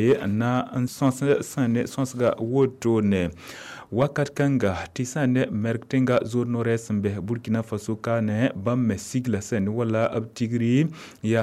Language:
Mossi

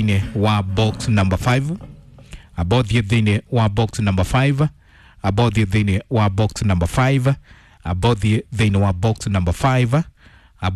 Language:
Kikuyu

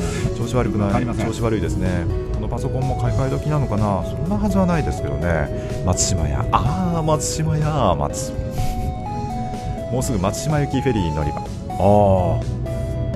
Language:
Japanese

